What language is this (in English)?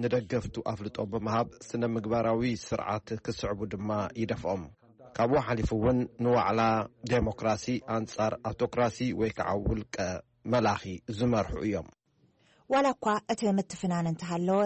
Tigrinya